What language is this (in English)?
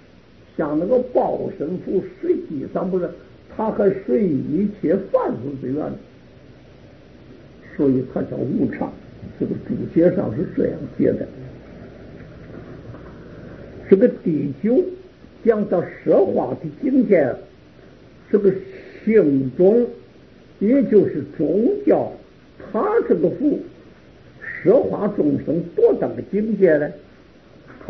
Chinese